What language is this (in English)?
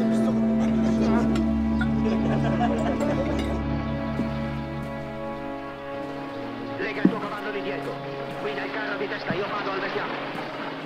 Italian